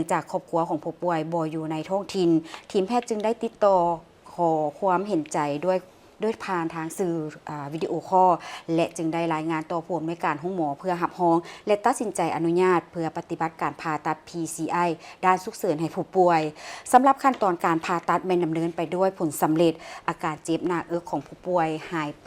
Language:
Lao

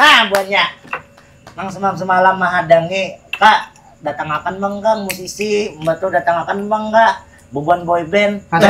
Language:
Banjar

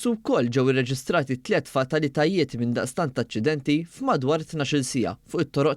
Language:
Maltese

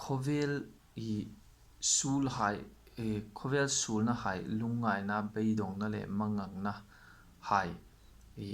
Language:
Hmar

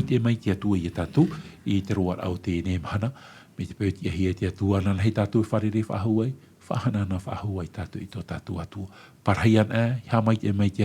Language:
Tahitian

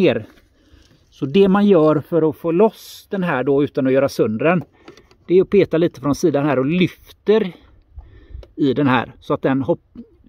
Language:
Swedish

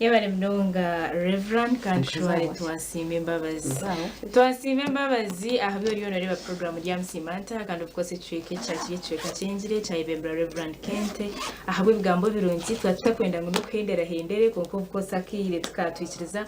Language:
Nyankole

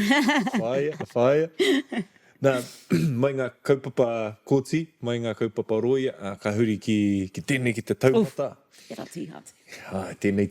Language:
Māori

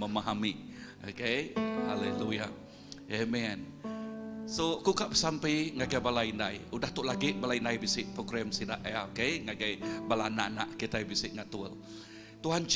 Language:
Iban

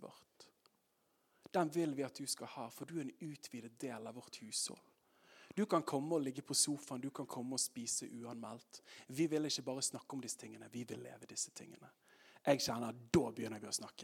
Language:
Norwegian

